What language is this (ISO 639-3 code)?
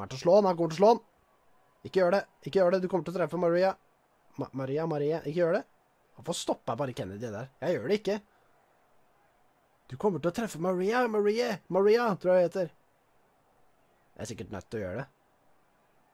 nor